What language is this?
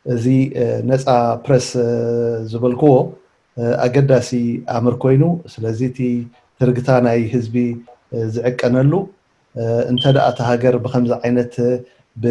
Tigrinya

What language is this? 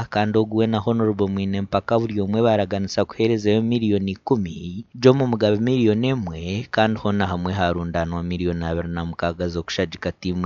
Nyankole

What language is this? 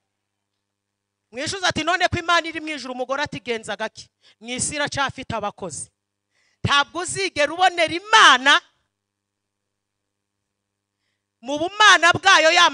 Kinyarwanda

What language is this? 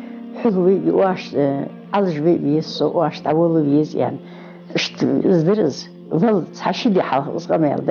Ingush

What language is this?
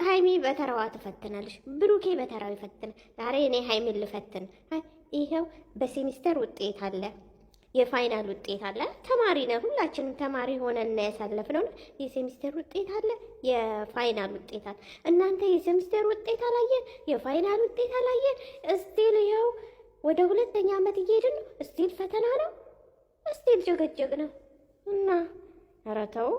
Amharic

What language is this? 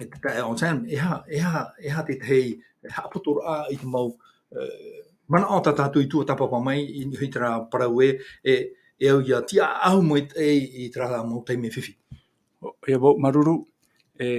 Tahitian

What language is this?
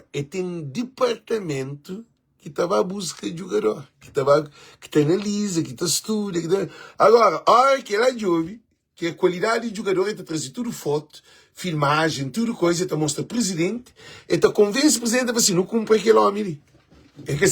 Kabuverdianu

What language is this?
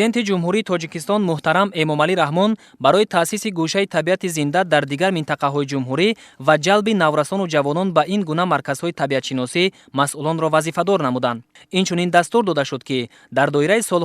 Tajik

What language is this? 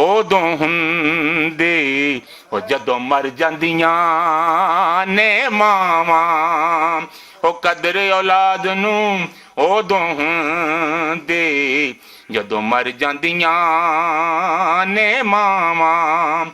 Western Panjabi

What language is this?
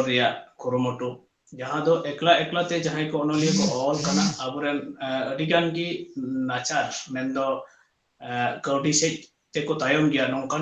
Santali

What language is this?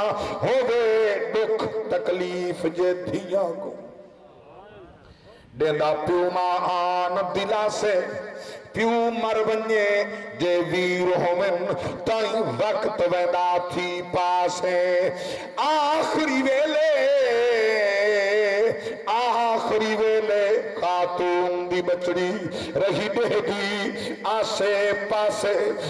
Saraiki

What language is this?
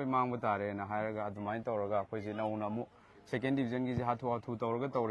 Manipuri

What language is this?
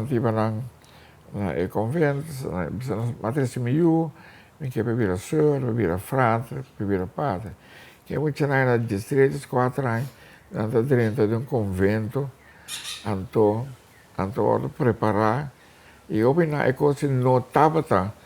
Papiamento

